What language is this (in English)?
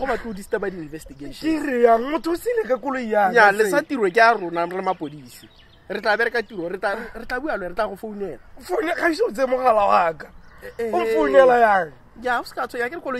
Tswana